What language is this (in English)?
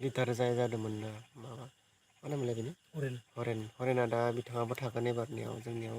Bodo